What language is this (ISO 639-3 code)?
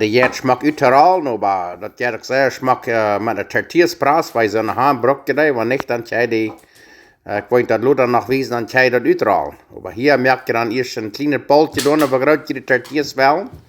pdt